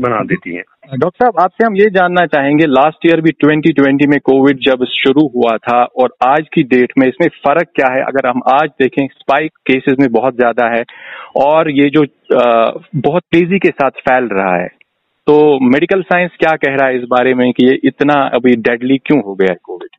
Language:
Hindi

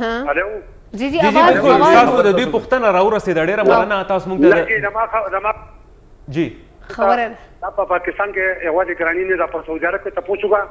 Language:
Pashto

